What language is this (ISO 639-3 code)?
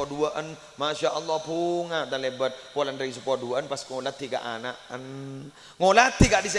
mad